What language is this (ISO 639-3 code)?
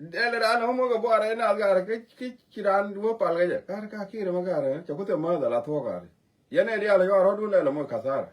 nus